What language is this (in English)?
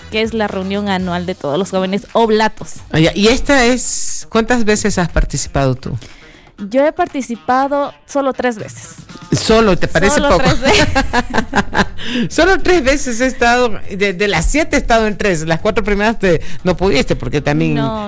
Spanish